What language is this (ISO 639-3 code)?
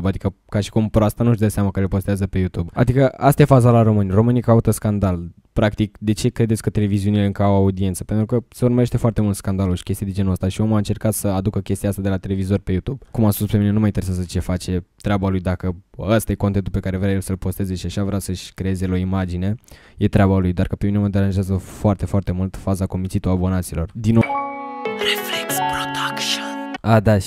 ron